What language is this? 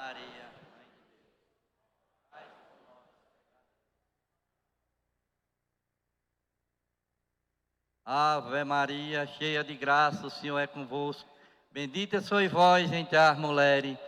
Portuguese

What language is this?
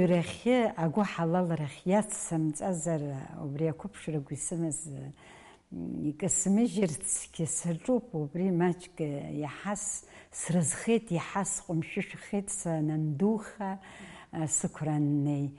Abkhazian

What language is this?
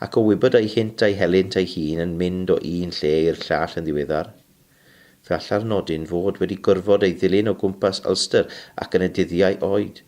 Welsh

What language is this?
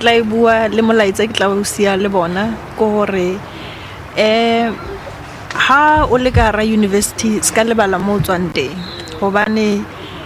Northern Sotho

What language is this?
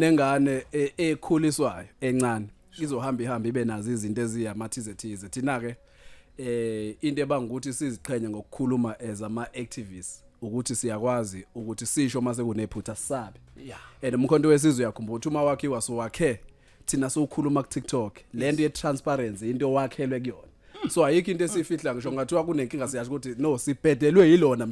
Zulu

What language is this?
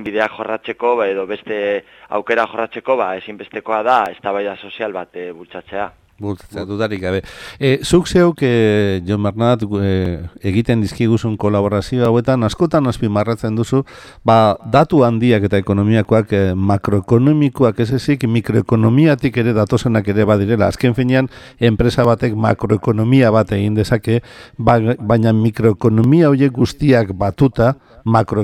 Basque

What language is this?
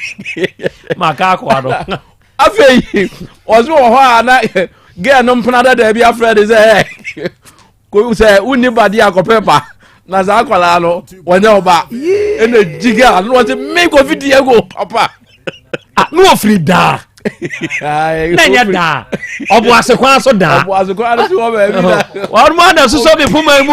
Akan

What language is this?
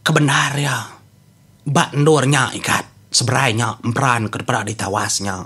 Iban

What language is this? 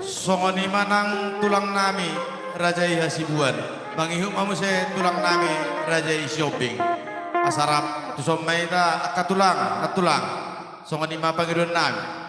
Batak Toba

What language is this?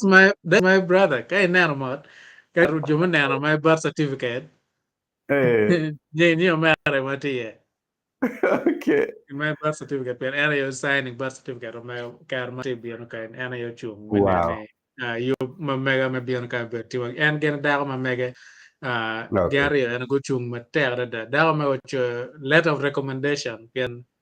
Acoli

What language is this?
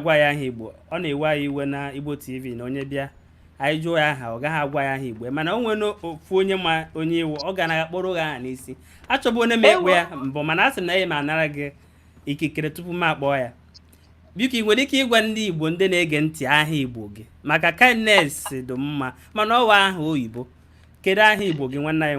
Igbo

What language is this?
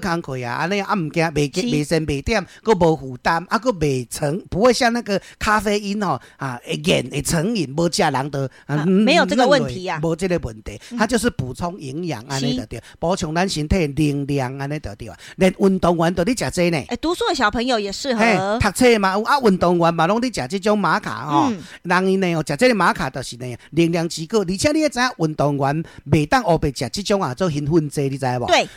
Min Nan Chinese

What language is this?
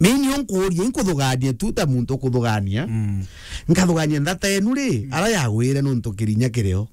Meru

